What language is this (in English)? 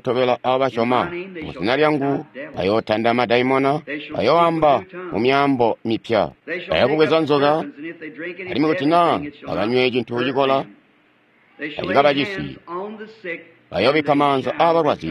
Tonga (Zambia)